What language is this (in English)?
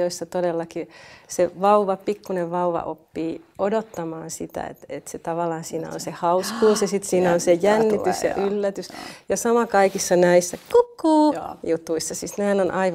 Finnish